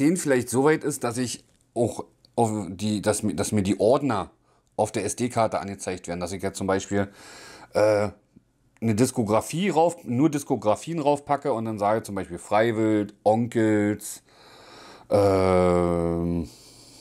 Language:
German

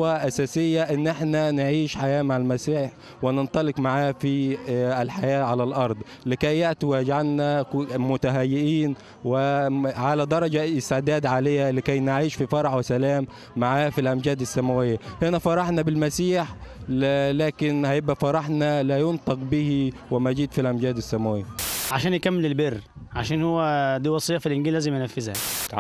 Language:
Egyptian Arabic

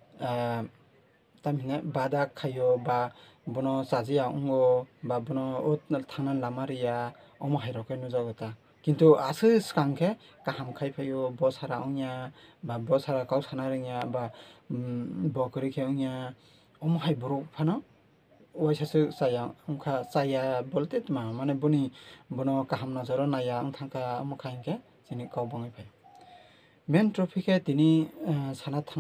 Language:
Kok Borok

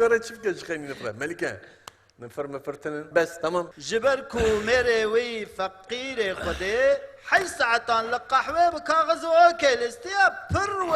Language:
Kurdish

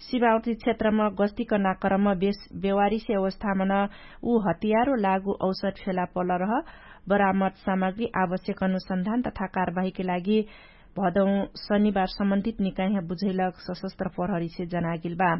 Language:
Dangaura Tharu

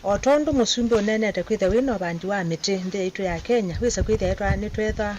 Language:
Kamba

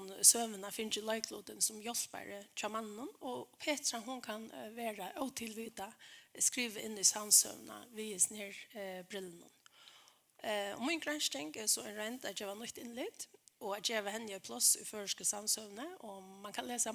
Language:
Faroese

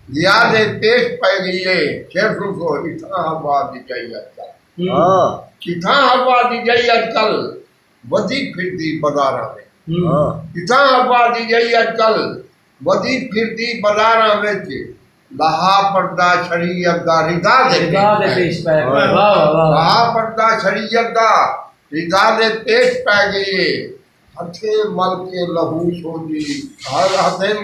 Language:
Saraiki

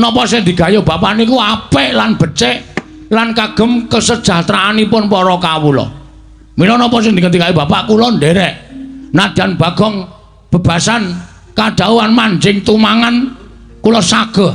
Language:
Javanese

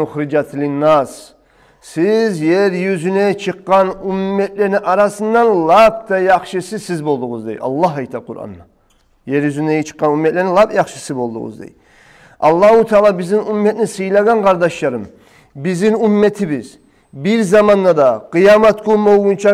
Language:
Kumyk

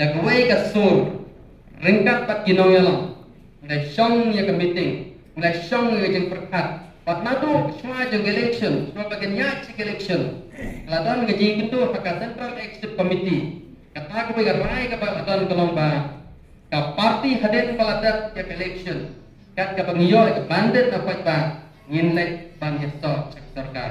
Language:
Khasi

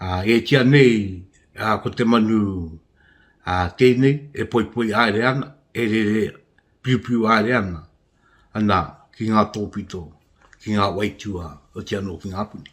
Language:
Māori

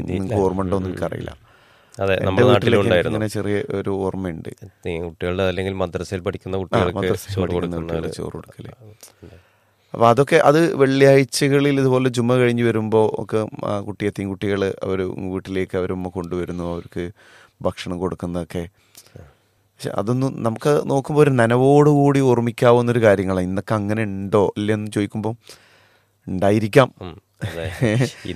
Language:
Malayalam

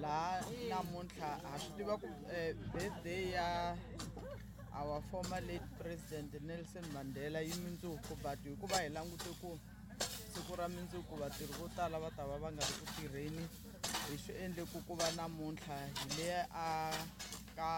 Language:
Tsonga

